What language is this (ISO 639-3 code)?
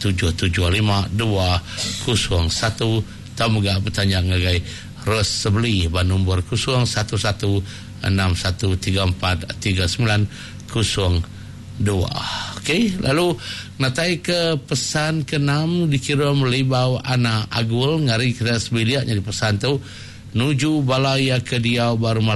iba